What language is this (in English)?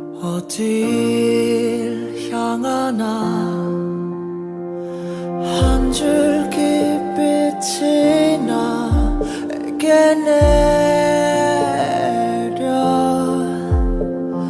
Korean